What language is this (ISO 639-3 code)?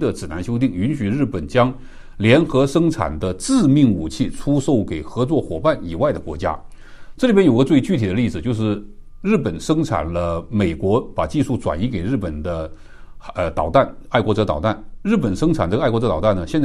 zho